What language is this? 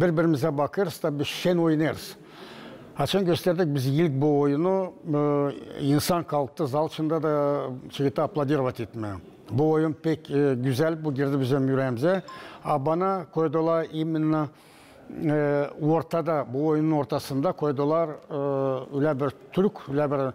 Gagauz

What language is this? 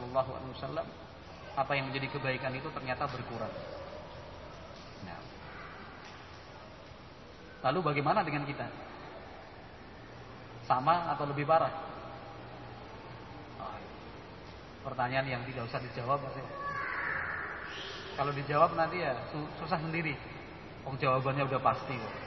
Indonesian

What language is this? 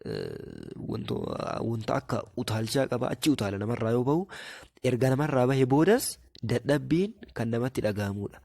Oromo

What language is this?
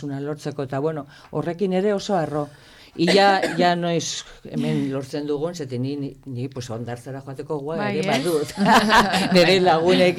Basque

